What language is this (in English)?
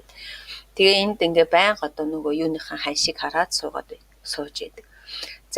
Mongolian